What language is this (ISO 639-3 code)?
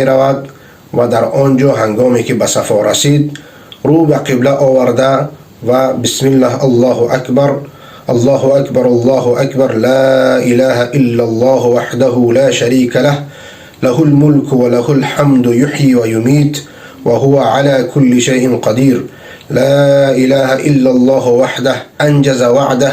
fas